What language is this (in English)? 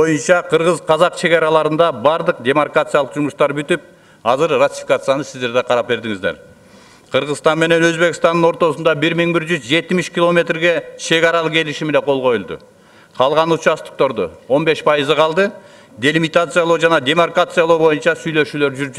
Kyrgyz